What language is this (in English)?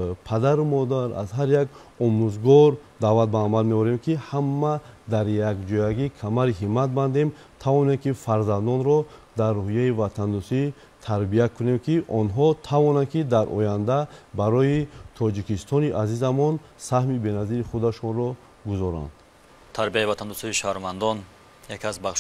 Tajik